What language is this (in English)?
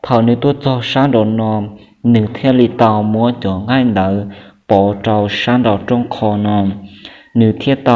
Hmong